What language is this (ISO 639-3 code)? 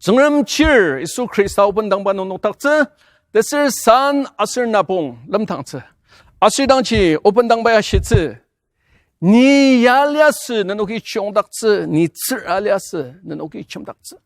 njo